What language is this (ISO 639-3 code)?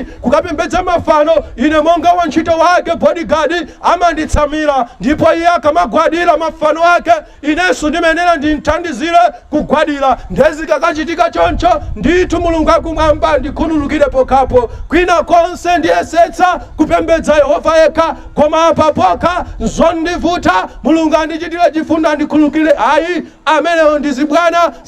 nya